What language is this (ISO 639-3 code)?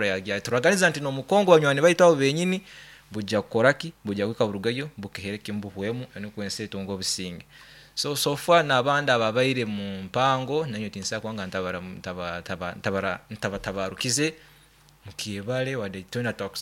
nyo